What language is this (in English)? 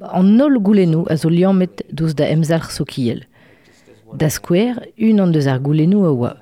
Breton